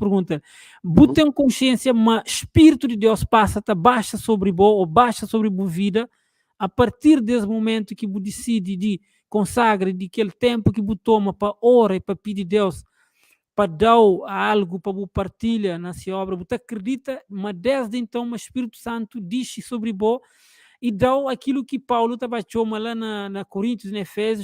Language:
Kabuverdianu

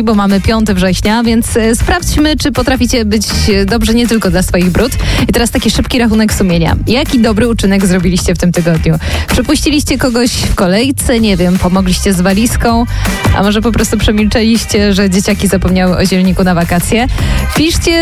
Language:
Polish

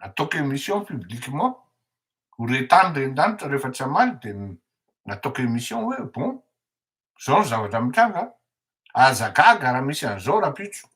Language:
Malagasy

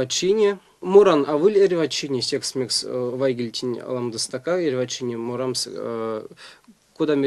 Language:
Erzya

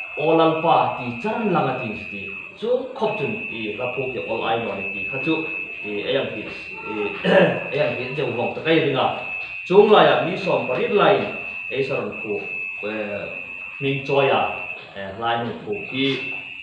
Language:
Hmar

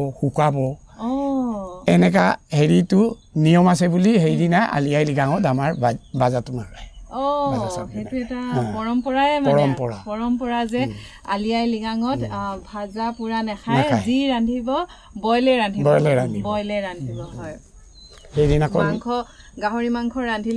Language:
Assamese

